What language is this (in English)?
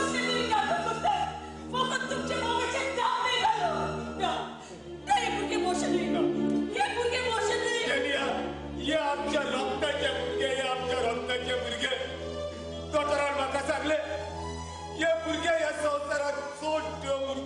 Konkani